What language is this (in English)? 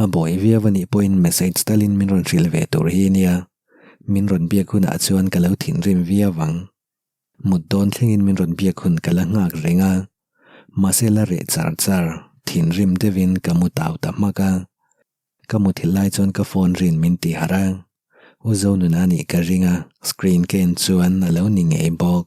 Mizo